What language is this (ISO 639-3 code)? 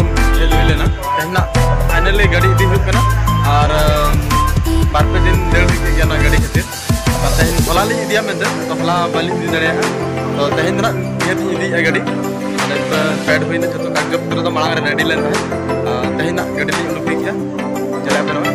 sat